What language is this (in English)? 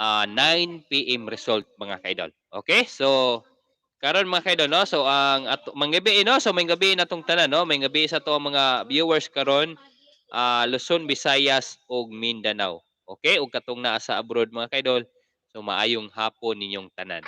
Cebuano